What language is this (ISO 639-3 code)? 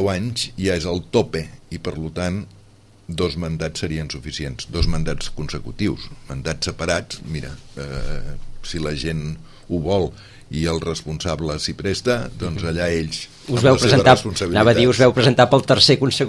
cat